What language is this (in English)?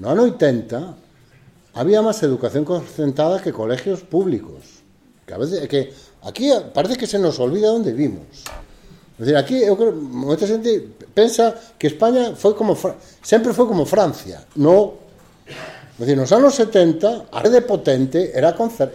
Galician